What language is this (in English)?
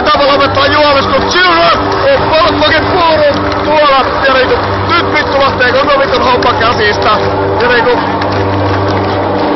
Finnish